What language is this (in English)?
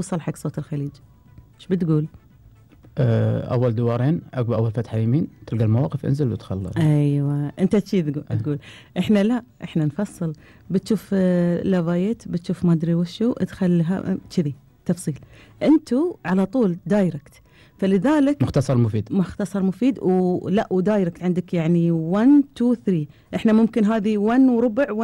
Gulf Arabic